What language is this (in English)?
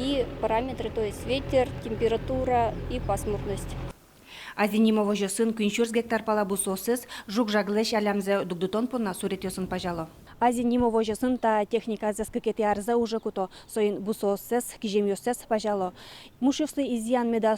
Udmurt